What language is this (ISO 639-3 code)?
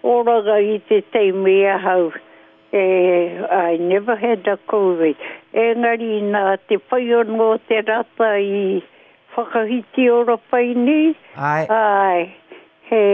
mri